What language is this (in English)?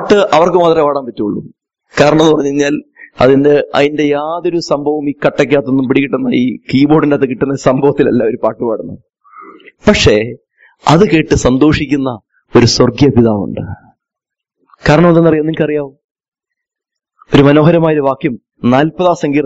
Malayalam